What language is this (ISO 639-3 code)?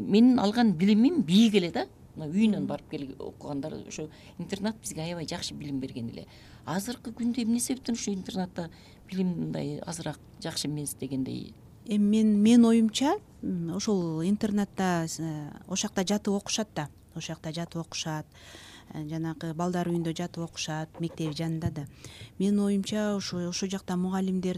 kir